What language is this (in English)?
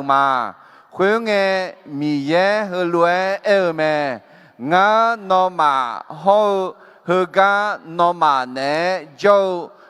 Akha